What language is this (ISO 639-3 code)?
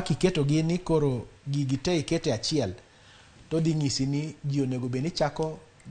luo